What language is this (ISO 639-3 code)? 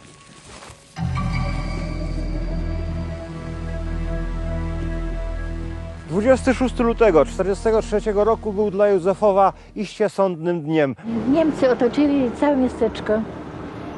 pol